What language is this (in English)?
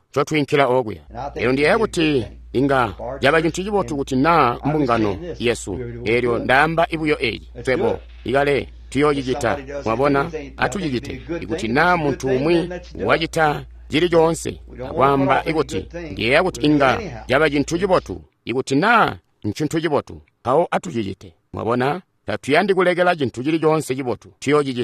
Tonga (Zambia)